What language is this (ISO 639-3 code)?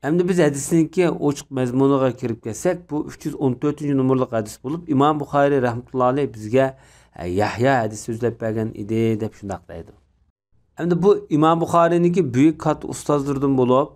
uig